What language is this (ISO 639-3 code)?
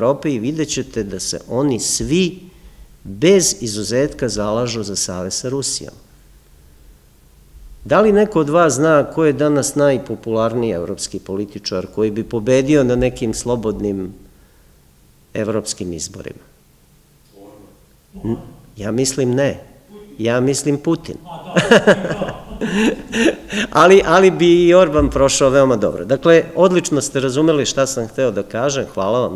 srp